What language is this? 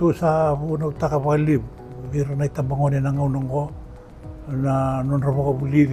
Fijian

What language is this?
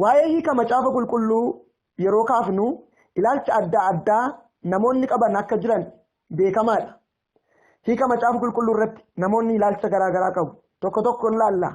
Oromo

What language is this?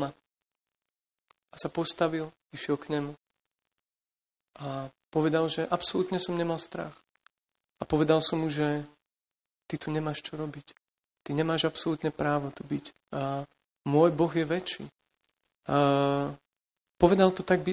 Slovak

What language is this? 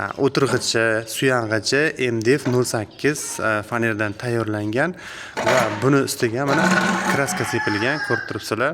Uzbek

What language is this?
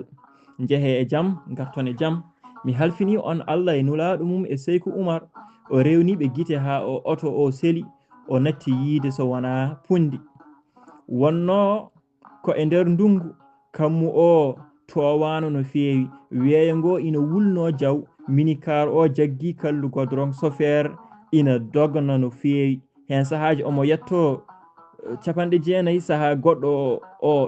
Fula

